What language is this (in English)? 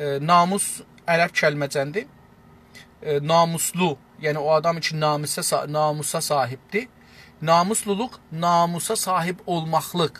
South Azerbaijani